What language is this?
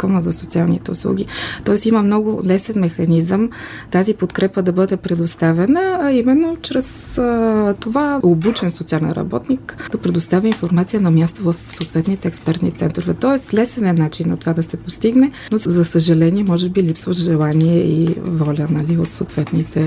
Bulgarian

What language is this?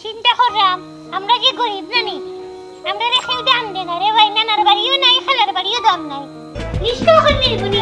Sylheti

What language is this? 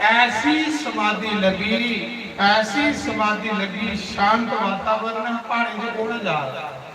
Dogri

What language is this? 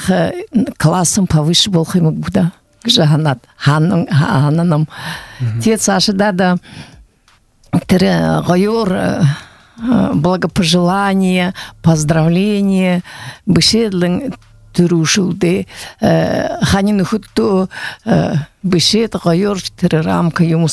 Buriat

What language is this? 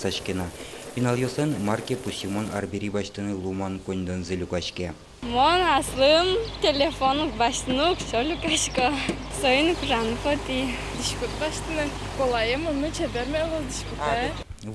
Udmurt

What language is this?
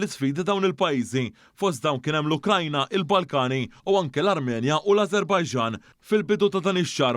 Maltese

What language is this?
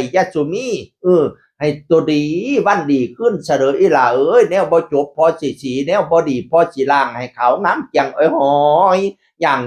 Northeastern Thai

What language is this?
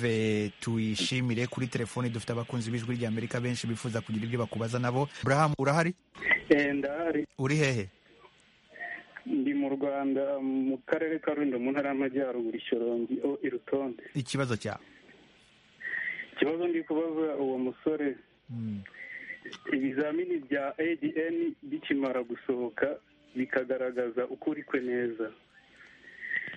Kinyarwanda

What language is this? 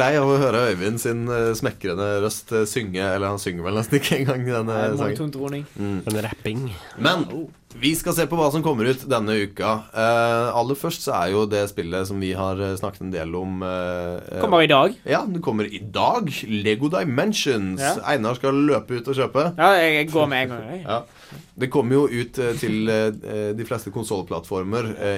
Norwegian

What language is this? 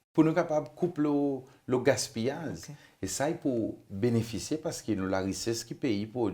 Seselwa Creole French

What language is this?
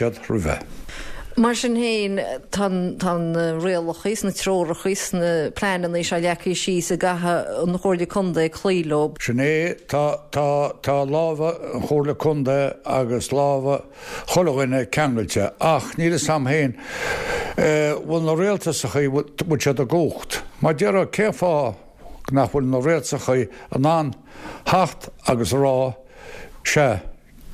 Irish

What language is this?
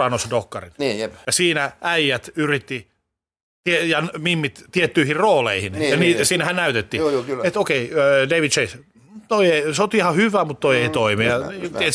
Finnish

